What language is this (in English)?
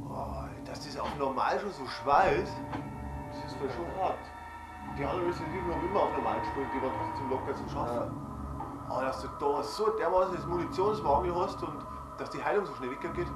Bavarian